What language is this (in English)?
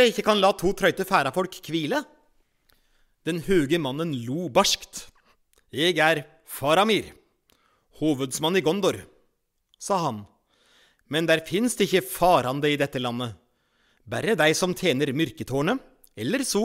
Norwegian